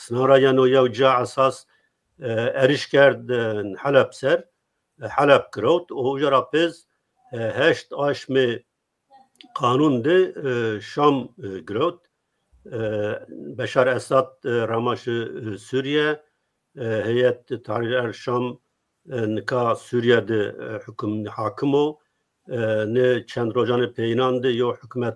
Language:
Zaza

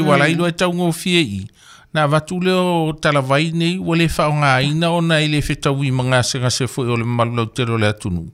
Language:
Samoan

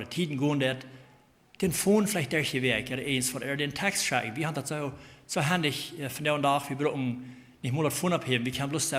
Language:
Plautdietsch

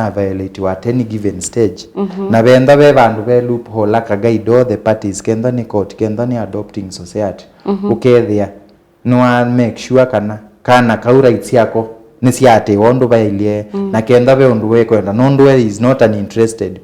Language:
Kamba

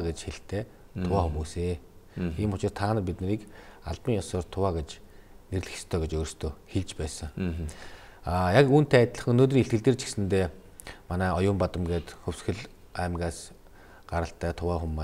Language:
Mongolian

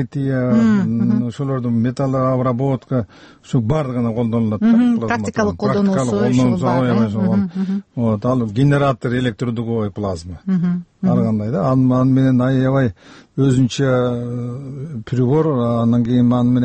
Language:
Kyrgyz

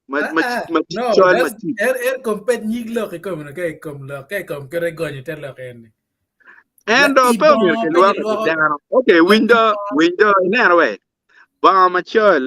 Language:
Acoli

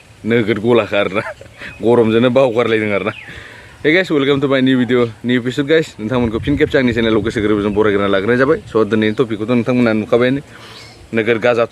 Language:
Bodo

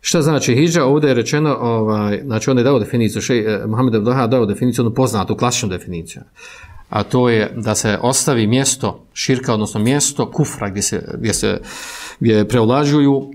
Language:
Bosnian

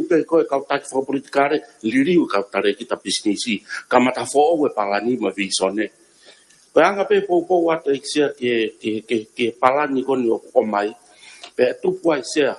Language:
Tongan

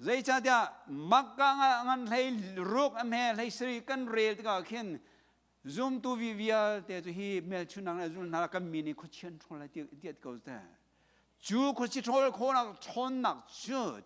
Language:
Hakha Chin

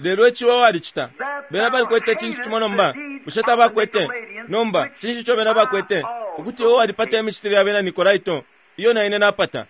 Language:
Bemba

